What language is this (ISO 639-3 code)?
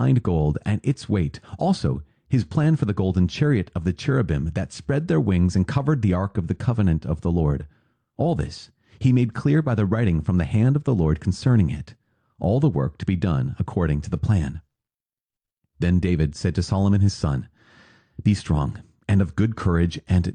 eng